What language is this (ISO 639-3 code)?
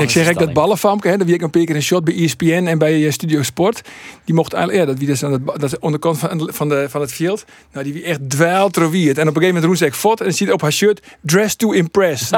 fry